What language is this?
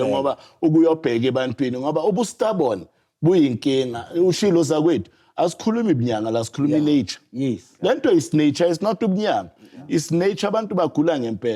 Zulu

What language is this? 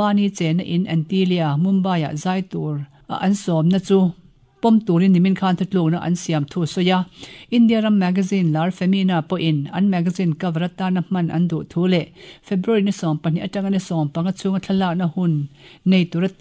Mizo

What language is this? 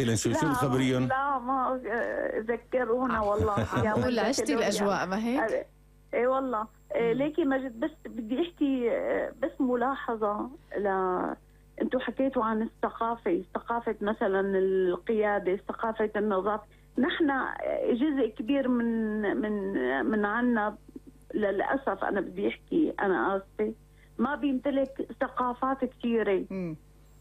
North Levantine Arabic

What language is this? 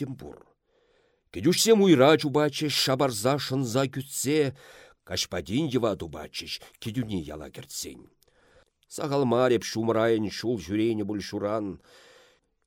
Chuvash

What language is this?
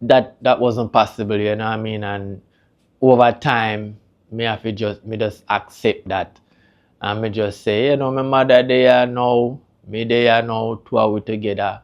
Jamaican Creole English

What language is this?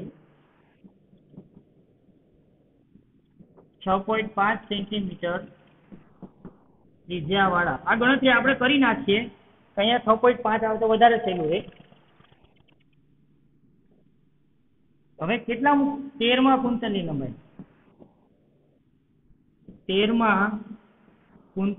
Gujarati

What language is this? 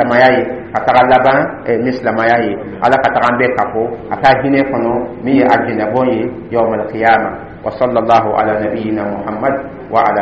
Dyula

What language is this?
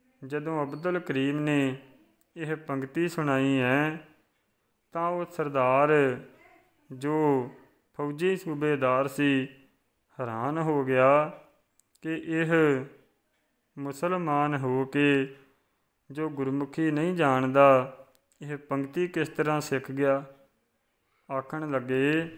Punjabi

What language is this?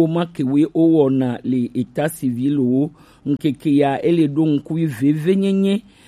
Gen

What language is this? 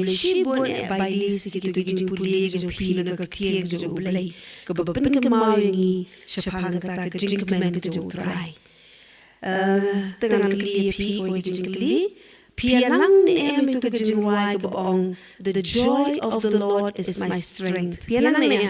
Khasi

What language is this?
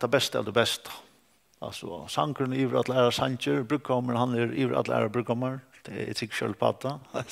Faroese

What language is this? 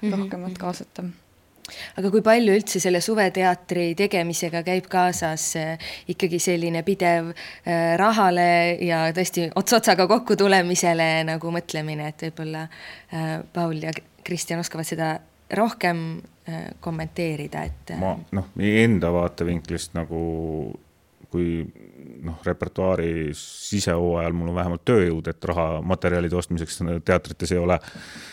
Estonian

